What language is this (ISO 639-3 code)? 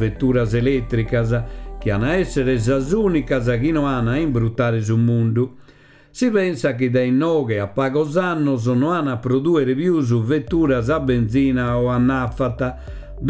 srd